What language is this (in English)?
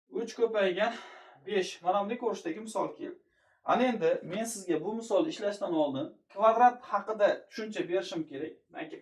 Uzbek